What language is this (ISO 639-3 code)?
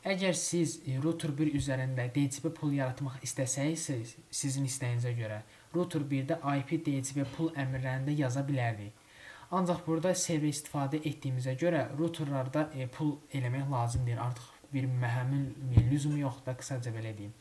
aze